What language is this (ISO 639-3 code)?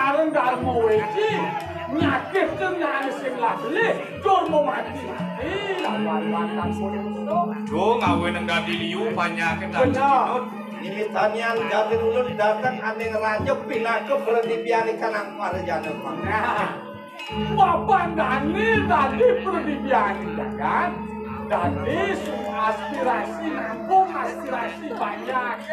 ban